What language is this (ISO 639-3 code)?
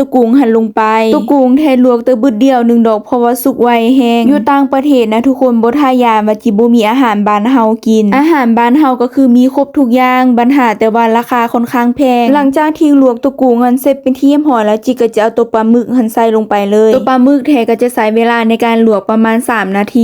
lao